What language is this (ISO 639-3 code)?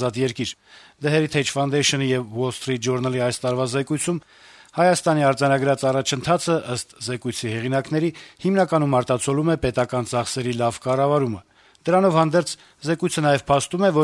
hye